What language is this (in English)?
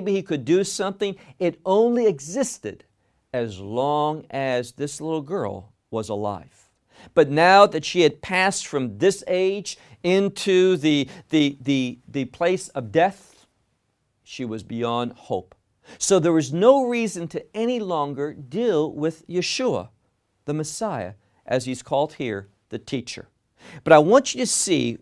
English